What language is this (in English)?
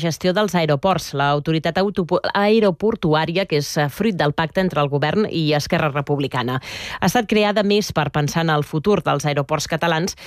Catalan